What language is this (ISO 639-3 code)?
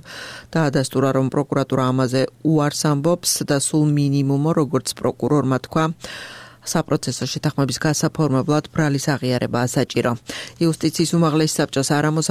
kat